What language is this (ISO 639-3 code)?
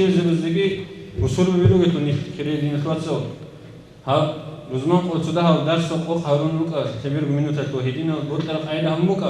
ava